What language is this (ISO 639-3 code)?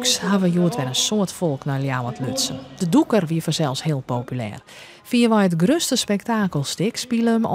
fry